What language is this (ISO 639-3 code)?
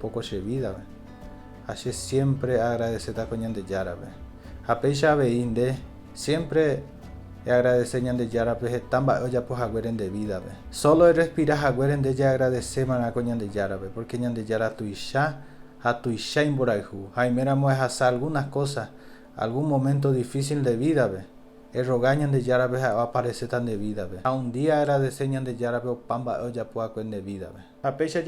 grn